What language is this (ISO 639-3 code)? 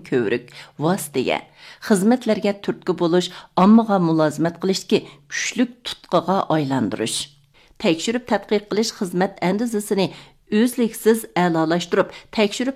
uig